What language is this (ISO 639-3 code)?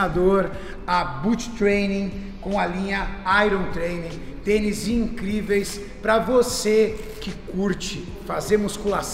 por